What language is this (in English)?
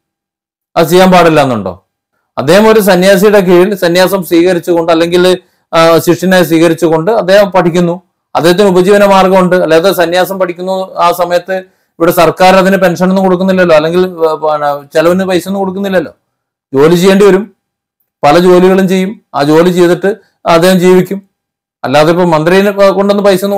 Malayalam